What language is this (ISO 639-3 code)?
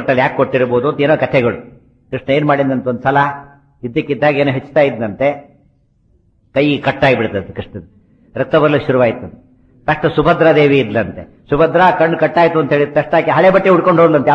kan